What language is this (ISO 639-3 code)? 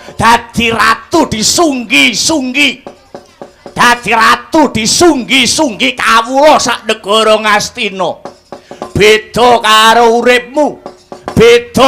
jav